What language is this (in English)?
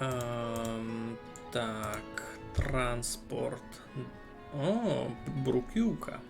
Rusyn